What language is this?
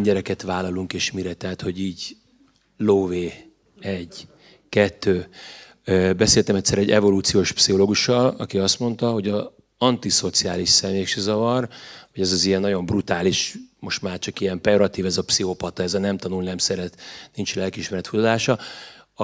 Hungarian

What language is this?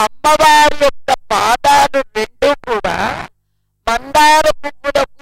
Telugu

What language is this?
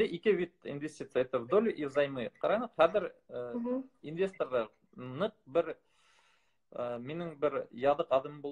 Bashkir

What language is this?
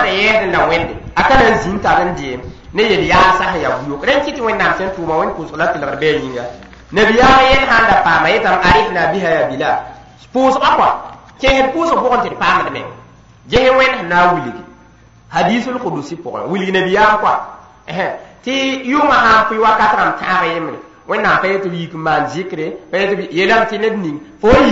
Mossi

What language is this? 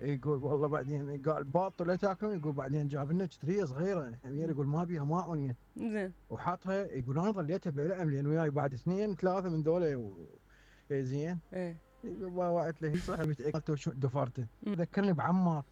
Mesopotamian Arabic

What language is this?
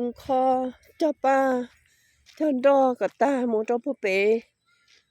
Hmong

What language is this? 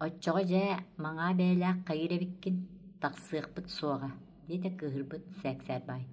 Yakut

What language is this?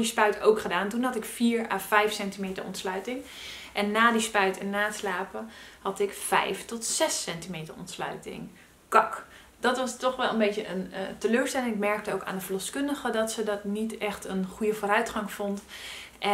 Dutch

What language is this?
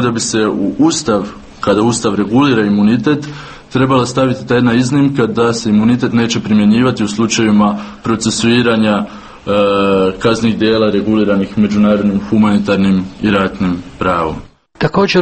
Croatian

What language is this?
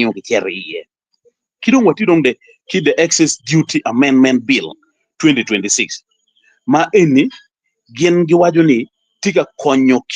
Acoli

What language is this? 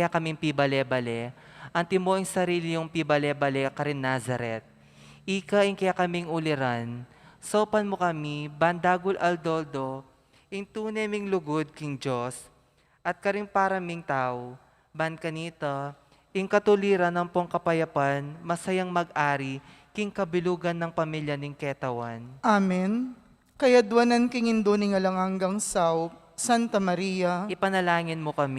Pampanga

